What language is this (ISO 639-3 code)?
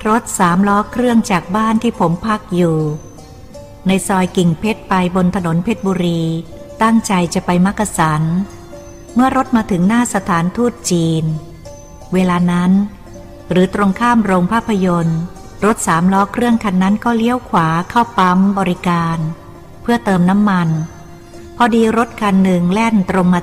tha